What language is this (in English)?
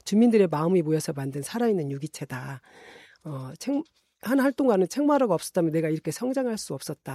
Korean